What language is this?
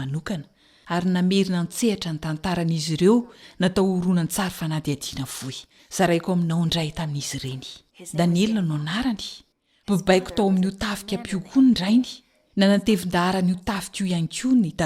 Malagasy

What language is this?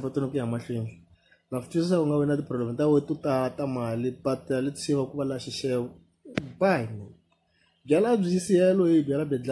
Tsonga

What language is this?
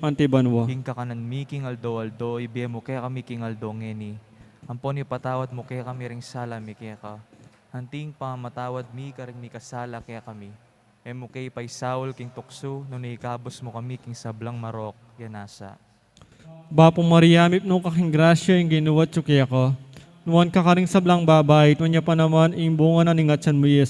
Pampanga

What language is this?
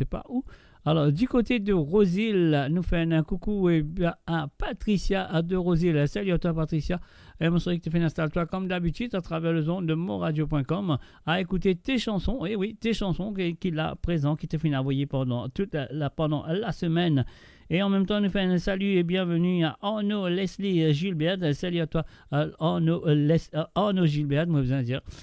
Morisyen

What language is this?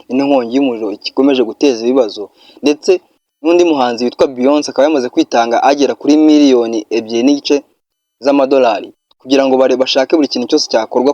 Kinyarwanda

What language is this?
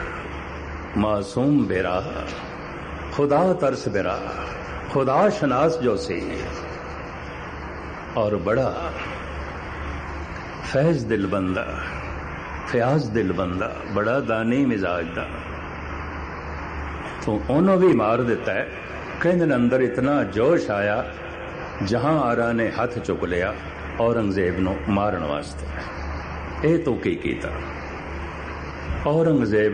Punjabi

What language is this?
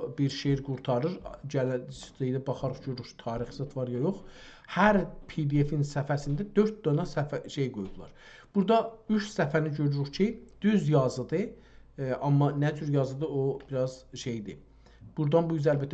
South Azerbaijani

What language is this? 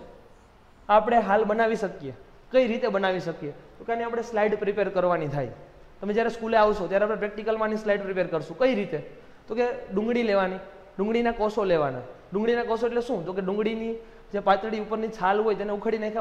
Gujarati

